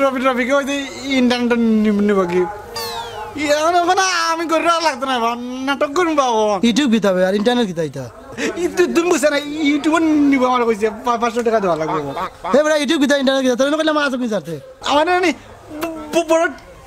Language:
Sylheti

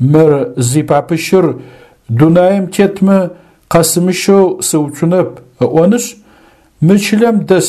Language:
Adyghe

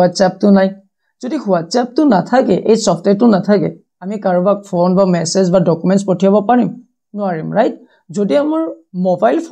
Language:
Assamese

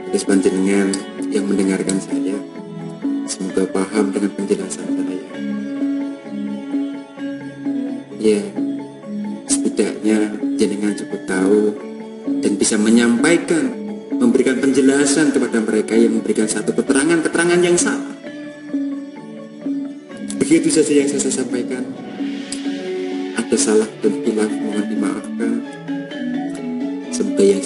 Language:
Indonesian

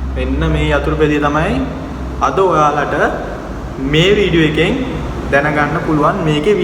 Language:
Sinhala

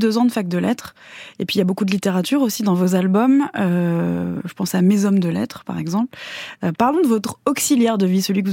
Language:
French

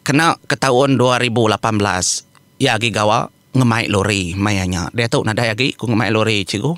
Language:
Iban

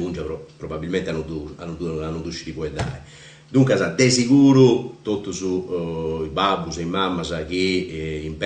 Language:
Sardinian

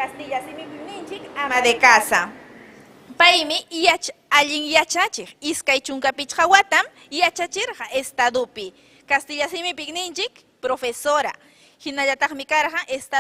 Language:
Ayacucho Quechua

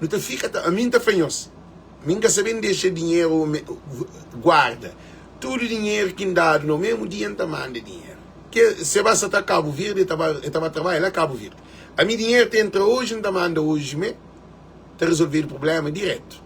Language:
Kabuverdianu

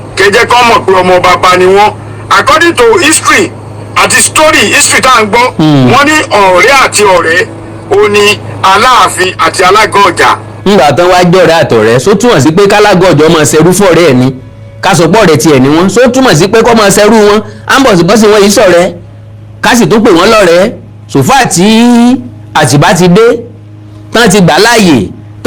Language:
Yoruba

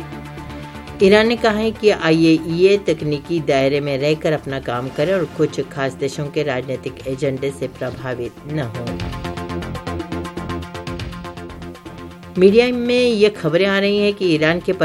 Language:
Hindi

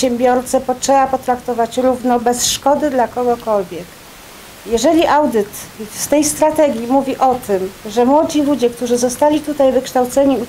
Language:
Polish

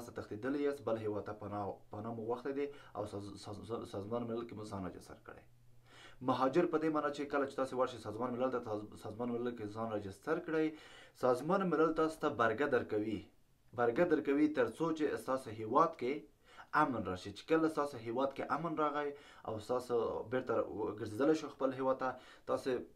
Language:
Pashto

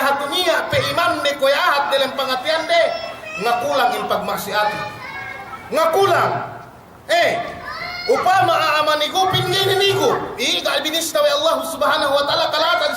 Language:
Yakan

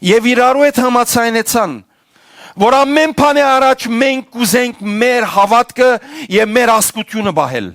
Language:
Western Armenian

